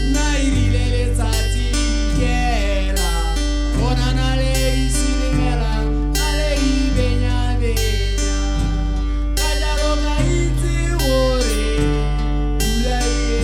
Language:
Tswana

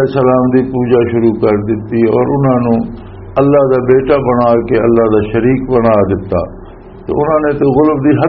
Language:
Western Panjabi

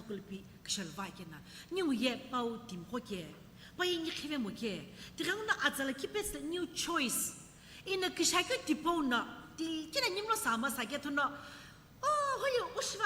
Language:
Sumi Naga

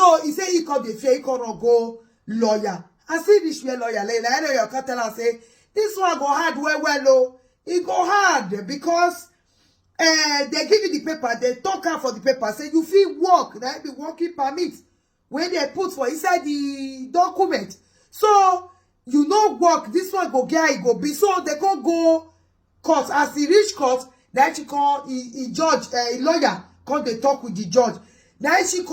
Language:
Nigerian Pidgin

